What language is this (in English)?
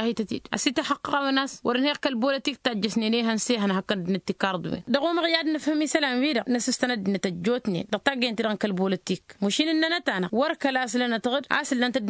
Tamasheq